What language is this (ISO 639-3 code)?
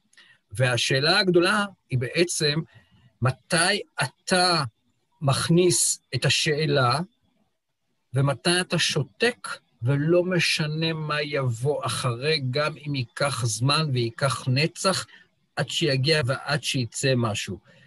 heb